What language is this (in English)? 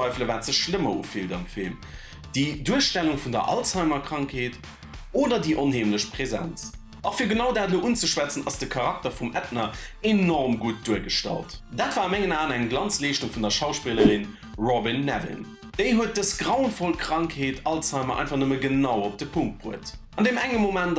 Luxembourgish